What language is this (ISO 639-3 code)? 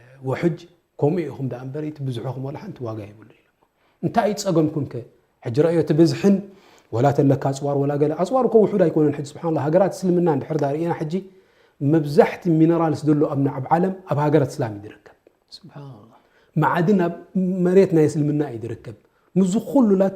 tir